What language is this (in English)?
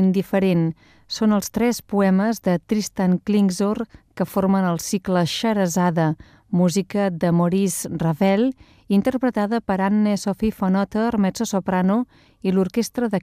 Catalan